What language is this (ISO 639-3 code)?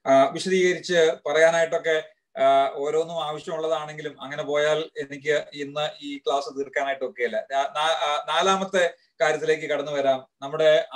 mal